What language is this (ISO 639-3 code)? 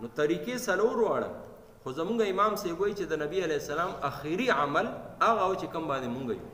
pus